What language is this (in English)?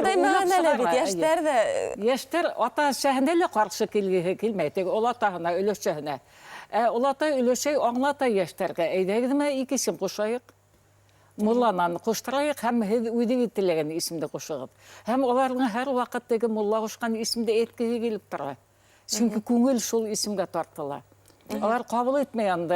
Bashkir